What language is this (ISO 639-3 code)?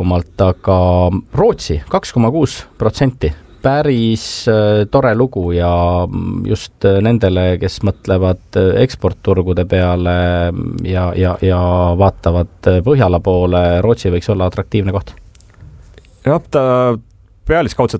est